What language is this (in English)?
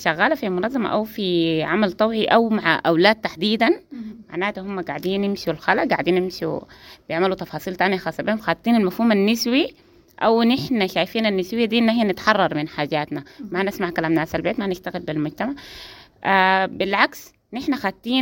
Sudanese Arabic